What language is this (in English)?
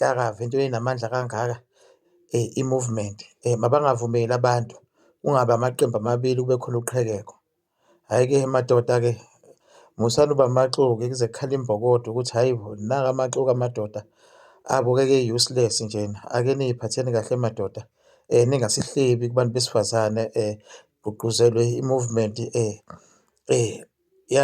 Zulu